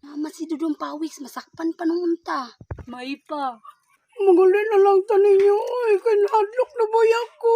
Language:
Cebuano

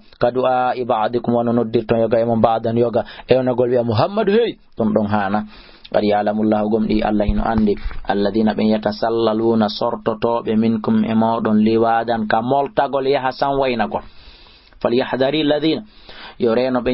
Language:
Fula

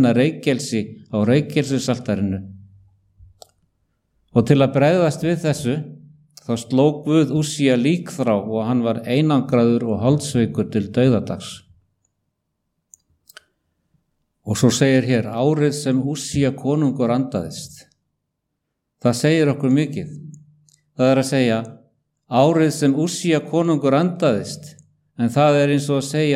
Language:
Icelandic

